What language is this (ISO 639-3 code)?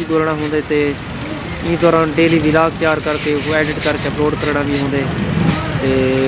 skr